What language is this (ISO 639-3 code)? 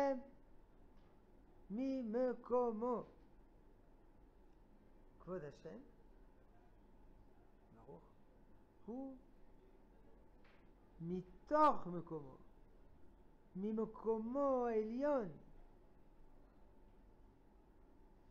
heb